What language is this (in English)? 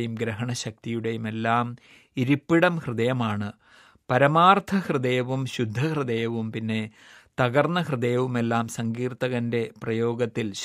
Malayalam